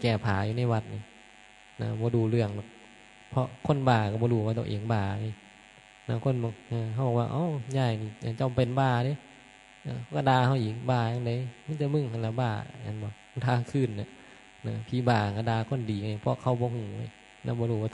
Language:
Northeastern Thai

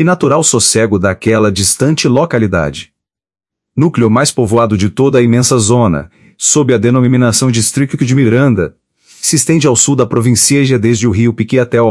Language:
Portuguese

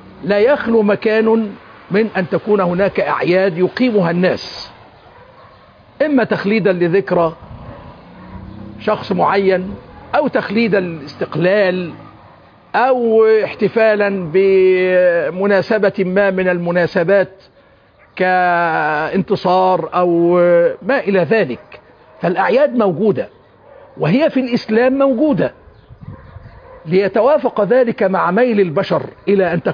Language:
Arabic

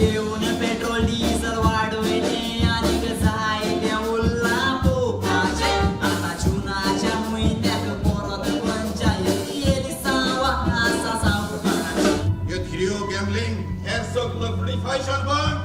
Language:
Konkani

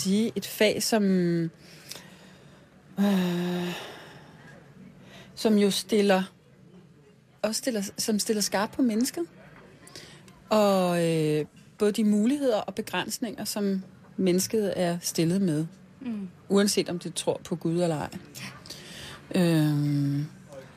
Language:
Danish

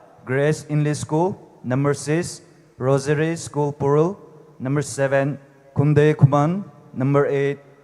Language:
Poumei Naga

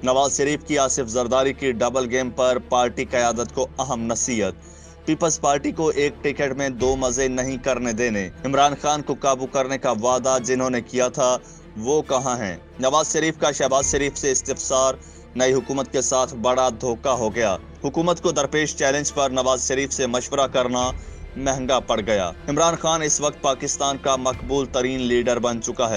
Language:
Urdu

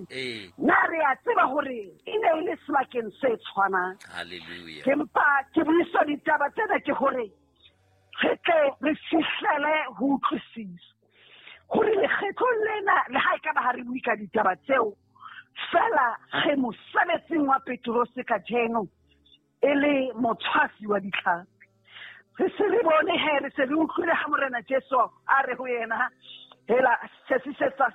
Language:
Southern Sotho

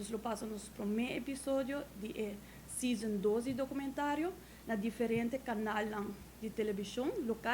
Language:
Papiamento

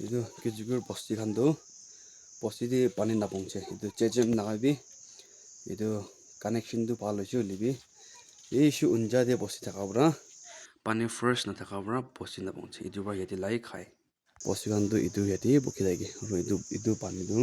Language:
Naga Pidgin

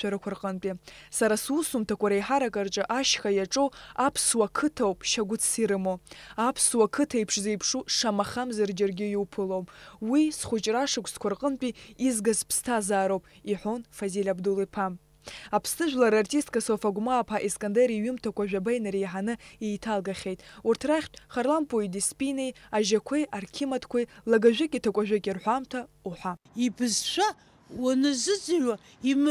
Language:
Abkhazian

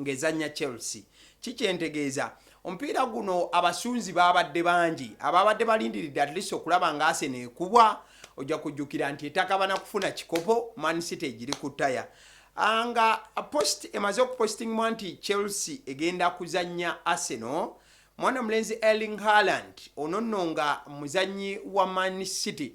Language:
Ganda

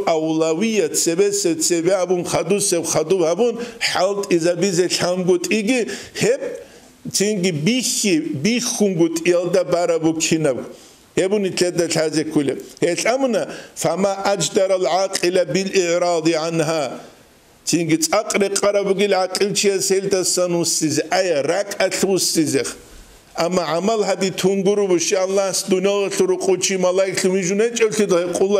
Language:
Avaric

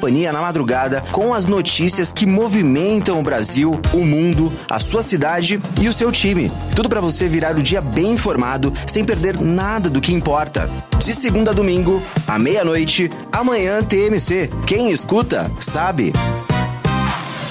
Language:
Portuguese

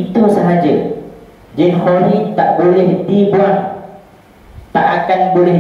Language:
Malay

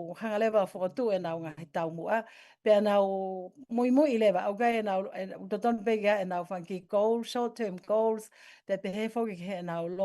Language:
Tongan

